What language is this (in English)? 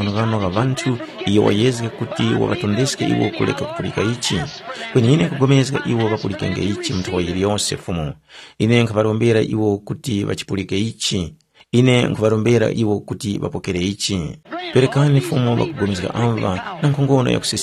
Tumbuka